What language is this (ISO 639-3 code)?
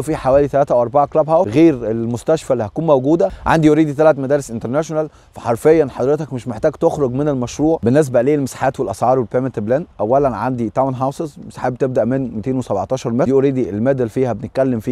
arz